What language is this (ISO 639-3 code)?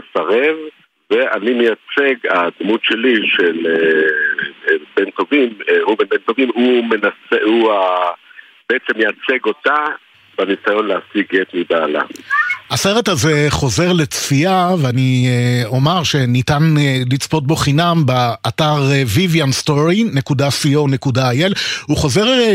heb